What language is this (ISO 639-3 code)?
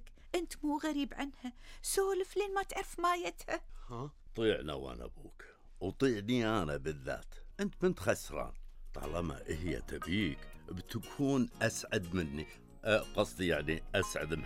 afb